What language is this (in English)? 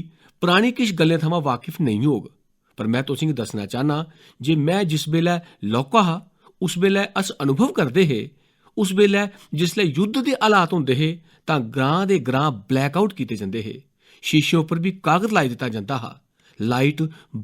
Dogri